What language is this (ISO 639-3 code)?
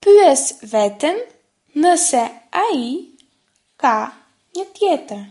sqi